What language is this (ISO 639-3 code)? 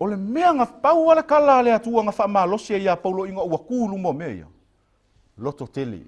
smo